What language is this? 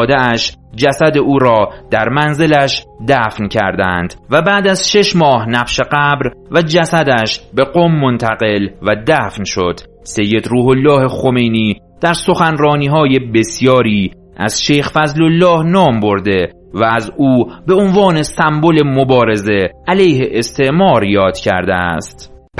Persian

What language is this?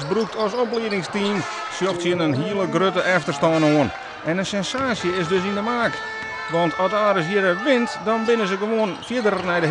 Western Frisian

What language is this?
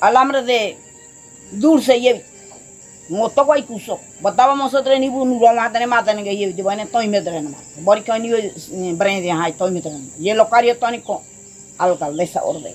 Ngäbere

